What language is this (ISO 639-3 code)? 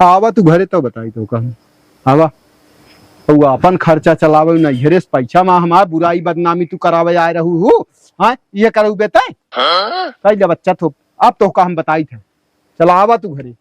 awa